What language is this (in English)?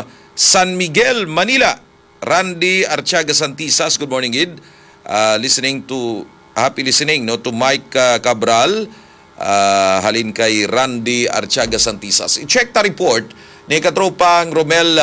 Hiligaynon